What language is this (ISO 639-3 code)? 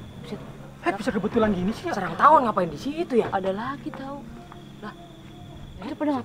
bew